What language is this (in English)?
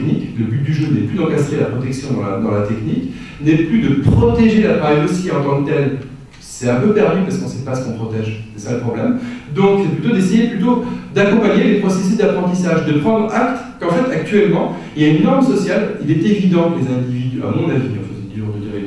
French